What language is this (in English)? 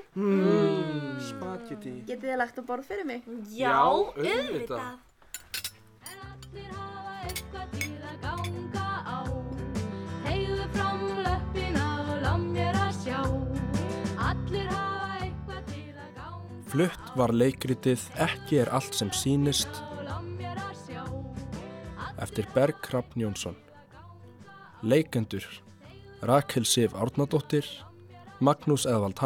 Icelandic